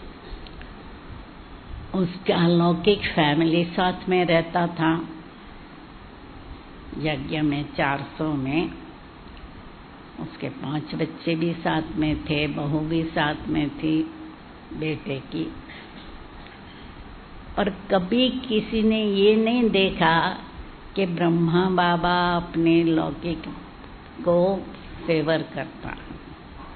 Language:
Hindi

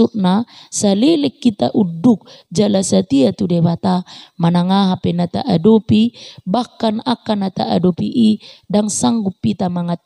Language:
Batak Toba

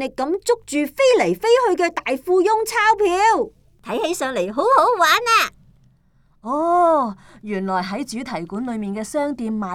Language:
Cantonese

